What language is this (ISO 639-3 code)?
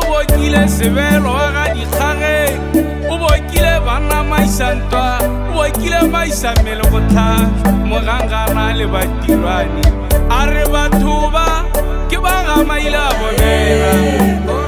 tsn